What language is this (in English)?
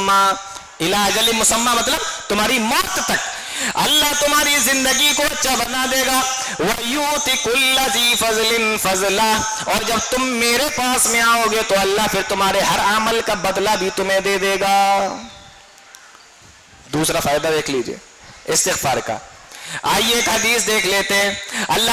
Urdu